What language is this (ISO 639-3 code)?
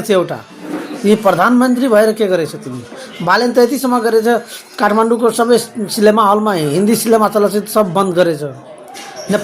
nep